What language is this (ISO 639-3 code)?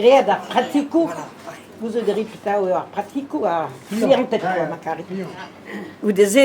bre